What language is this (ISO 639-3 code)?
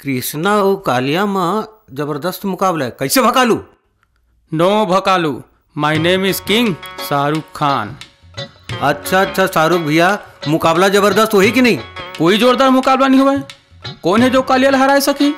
hne